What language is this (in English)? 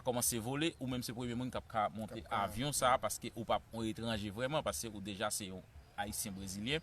Haitian Creole